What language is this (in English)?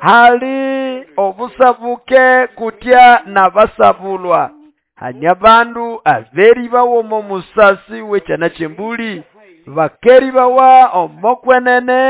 Nande